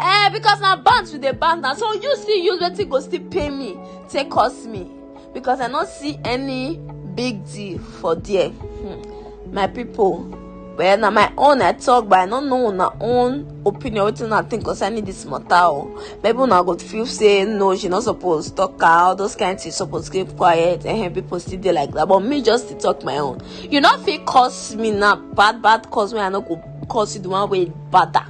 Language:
Nigerian Pidgin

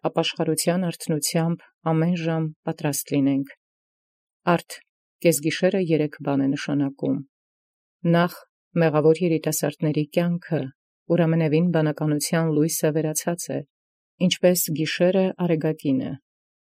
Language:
Armenian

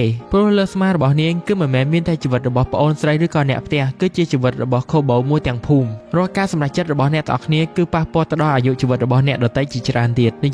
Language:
Khmer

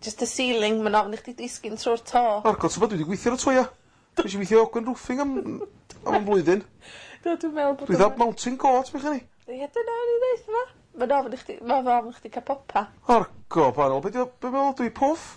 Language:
Welsh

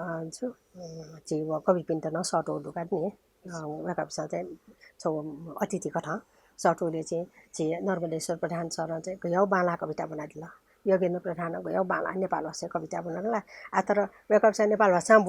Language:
Newari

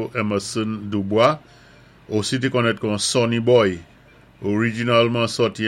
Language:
Saint Lucian Creole French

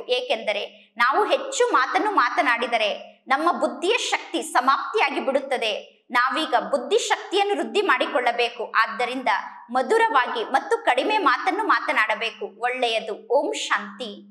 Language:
Kannada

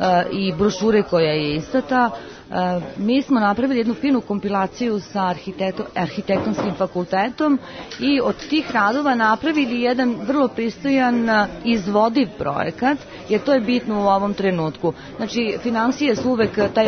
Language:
Serbian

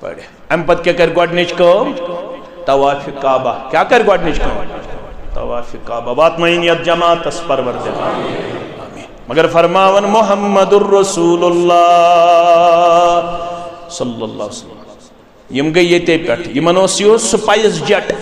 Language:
Kashmiri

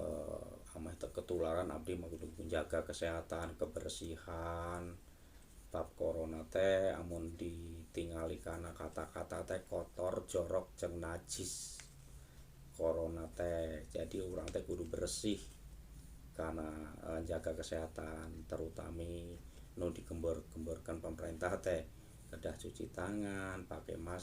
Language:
Sundanese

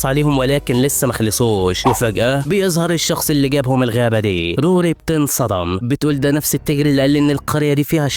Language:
Egyptian Arabic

